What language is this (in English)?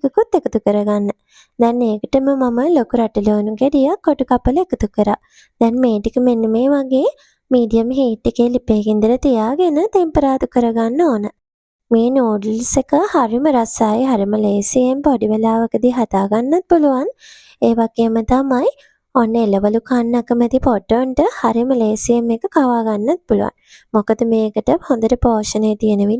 Sinhala